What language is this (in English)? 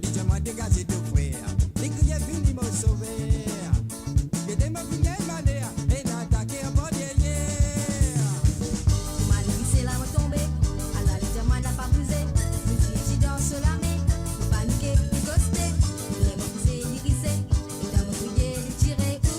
Morisyen